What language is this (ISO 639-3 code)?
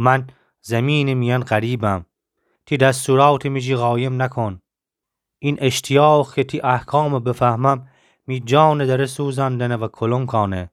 glk